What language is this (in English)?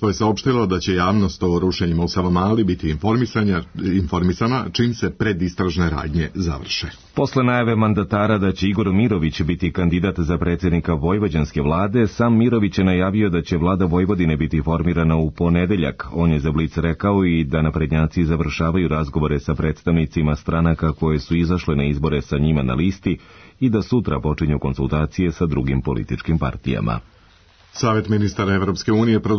Serbian